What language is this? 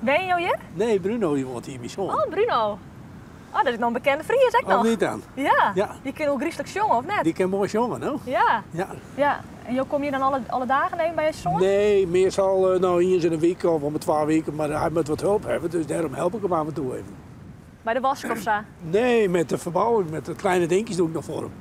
Western Frisian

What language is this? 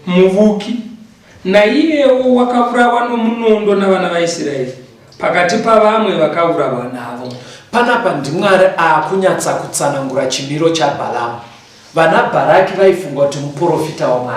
Shona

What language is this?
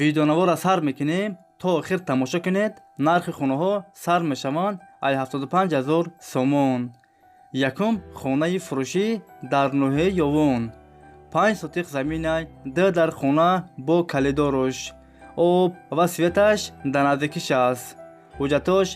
Tajik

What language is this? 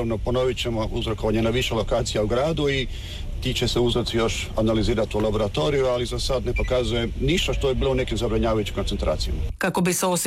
Croatian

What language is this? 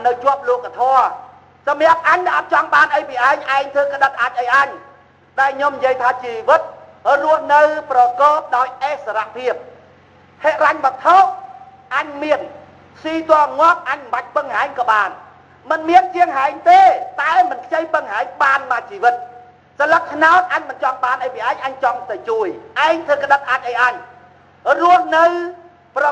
Khmer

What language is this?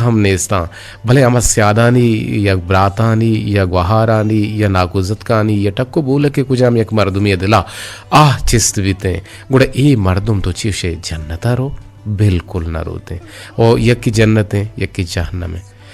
Eastern Balochi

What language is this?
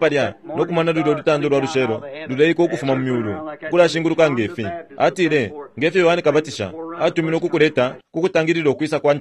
Bemba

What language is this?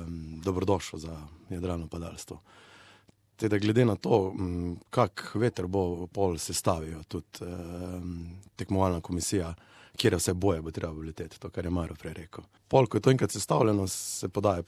Slovenian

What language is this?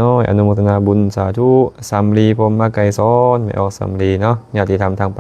Lao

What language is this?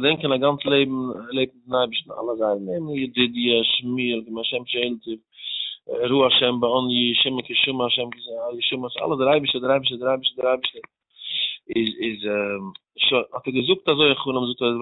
Yiddish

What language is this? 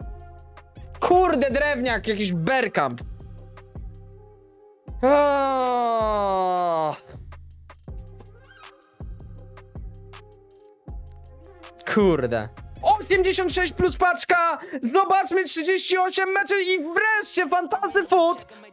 Polish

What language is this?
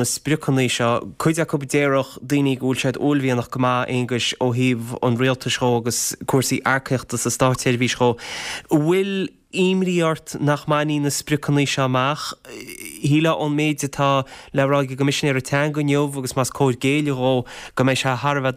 Irish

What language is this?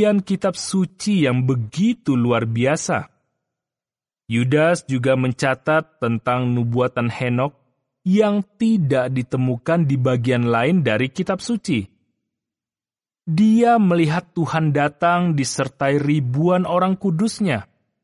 Indonesian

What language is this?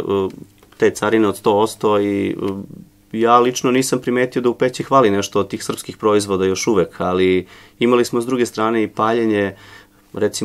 Serbian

